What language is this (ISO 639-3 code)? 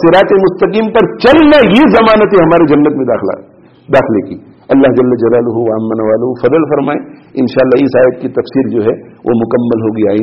urd